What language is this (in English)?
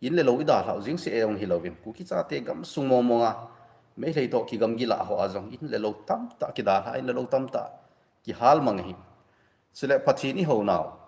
Thado Chin